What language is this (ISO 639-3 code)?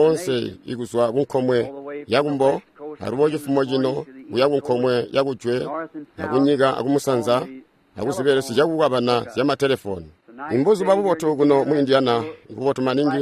toi